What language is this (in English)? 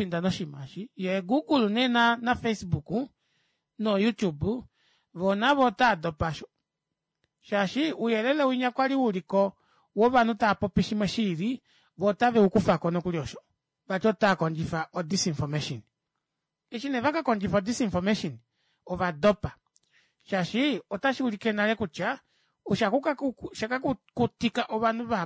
Kuanyama